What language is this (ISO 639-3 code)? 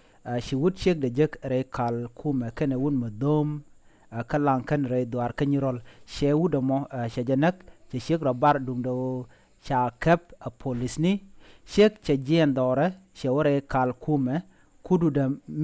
nus